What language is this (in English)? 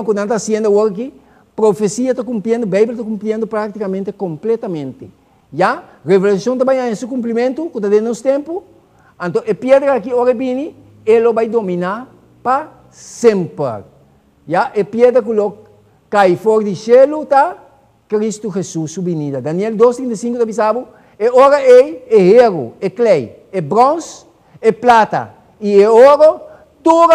Papiamento